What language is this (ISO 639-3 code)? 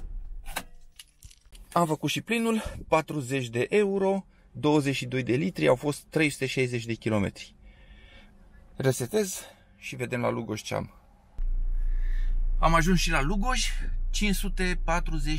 ron